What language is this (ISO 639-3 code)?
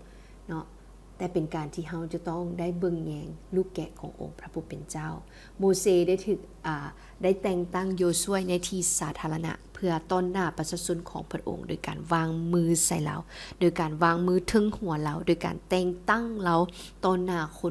lao